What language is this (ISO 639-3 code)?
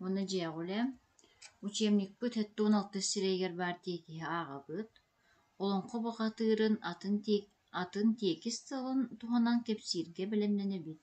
sah